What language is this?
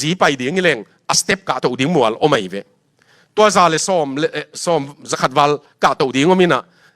Tedim Chin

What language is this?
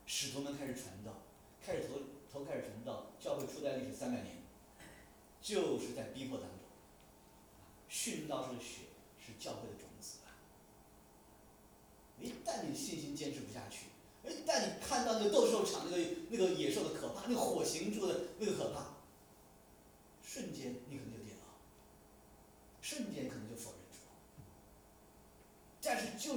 Chinese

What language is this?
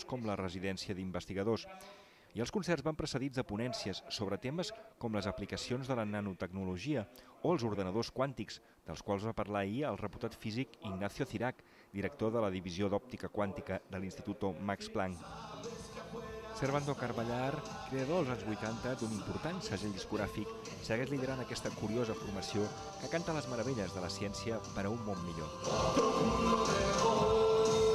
Catalan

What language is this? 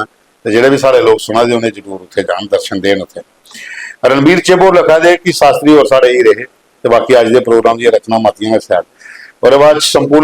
Dogri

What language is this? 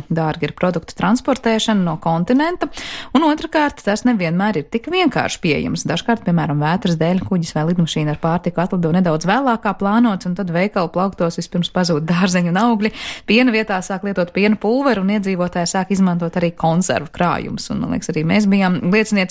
Latvian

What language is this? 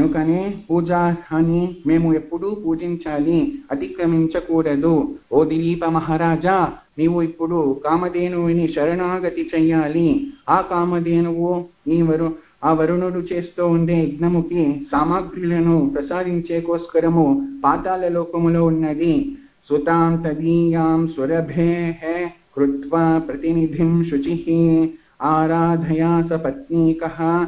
Telugu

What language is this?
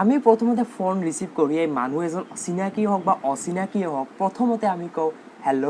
Assamese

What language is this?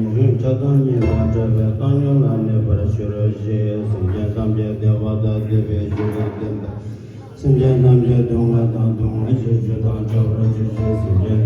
Tibetan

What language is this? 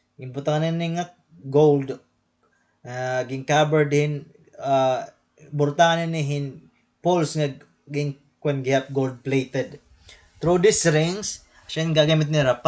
Waray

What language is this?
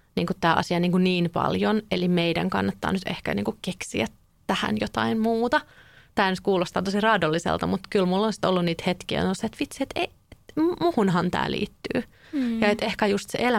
Finnish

